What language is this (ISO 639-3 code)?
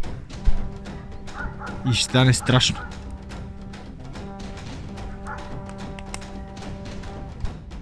bul